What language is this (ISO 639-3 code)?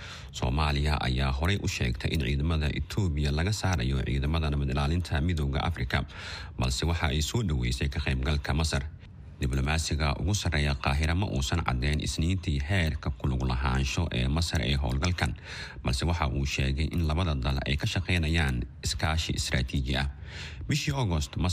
som